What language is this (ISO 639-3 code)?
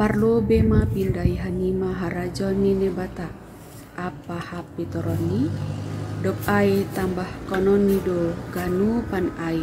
bts